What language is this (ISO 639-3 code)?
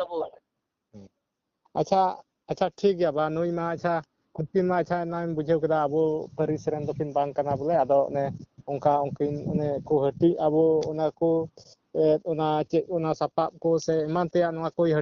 sat